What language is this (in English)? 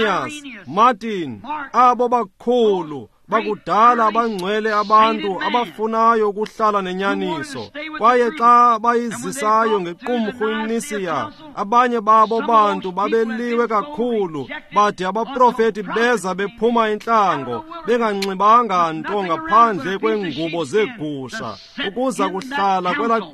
Xhosa